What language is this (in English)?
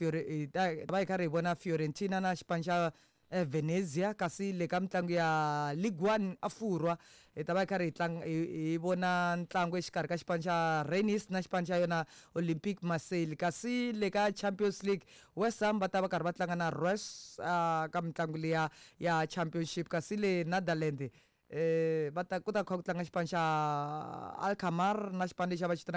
Tsonga